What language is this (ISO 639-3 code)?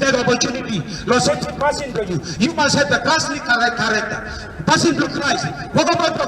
tpi